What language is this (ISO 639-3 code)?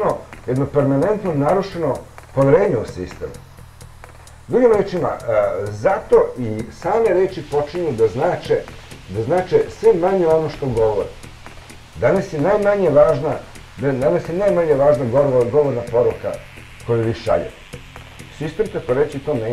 srp